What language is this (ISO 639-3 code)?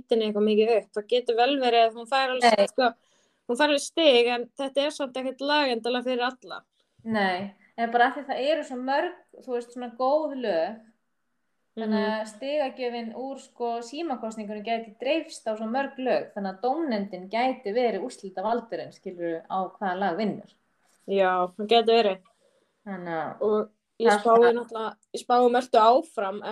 isl